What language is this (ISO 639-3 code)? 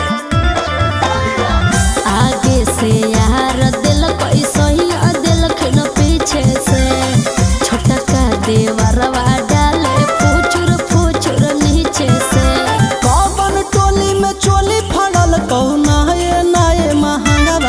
bho